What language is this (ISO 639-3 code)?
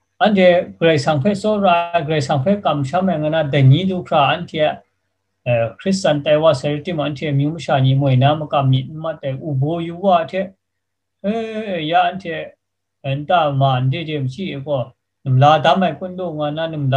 kac